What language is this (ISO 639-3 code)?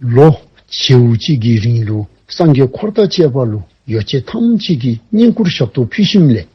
dzo